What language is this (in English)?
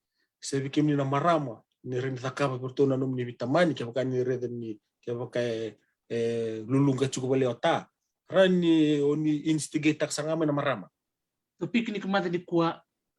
Fijian